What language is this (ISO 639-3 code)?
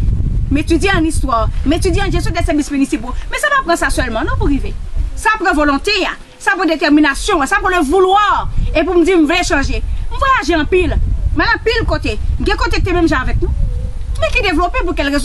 hat